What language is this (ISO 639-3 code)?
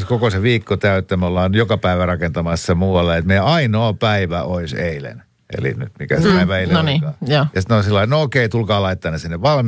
fin